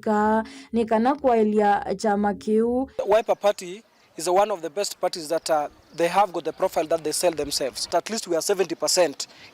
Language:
Kamba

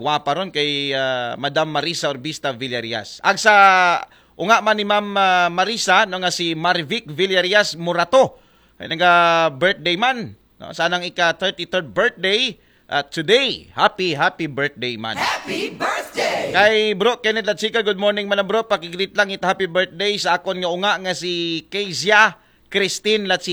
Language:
Aklanon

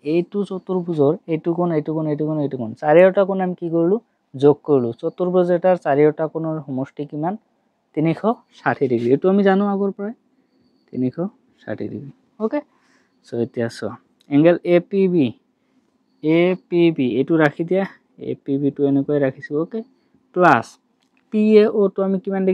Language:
Assamese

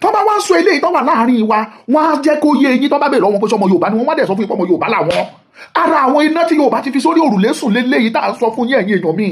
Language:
Yoruba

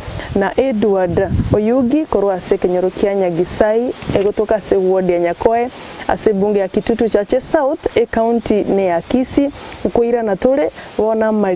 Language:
Gusii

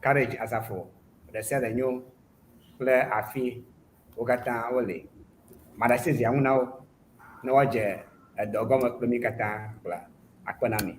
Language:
Ewe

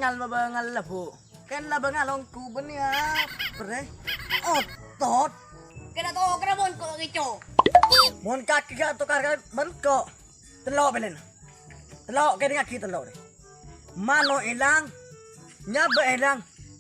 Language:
Madurese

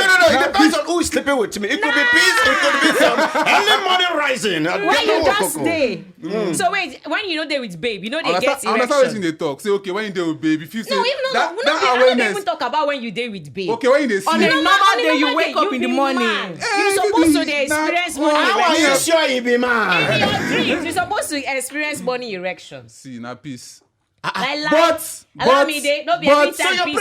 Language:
Nigerian Pidgin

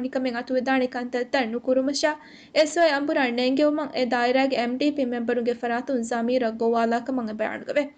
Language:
Divehi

